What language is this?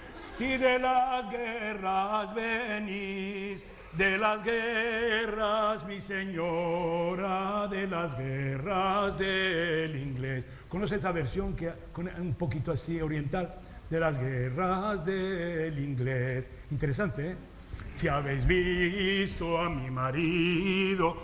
Ladino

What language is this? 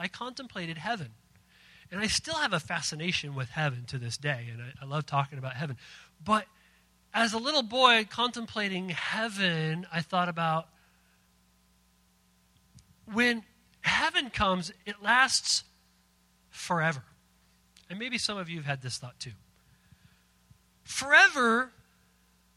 English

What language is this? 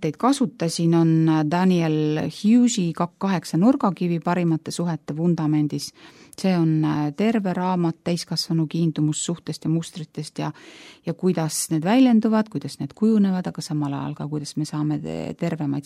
Estonian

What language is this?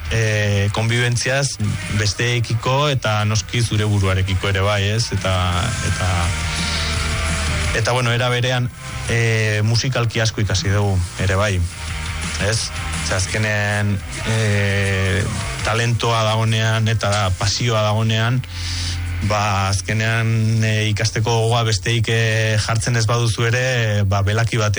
Basque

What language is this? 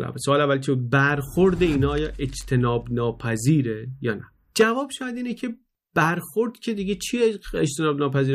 Persian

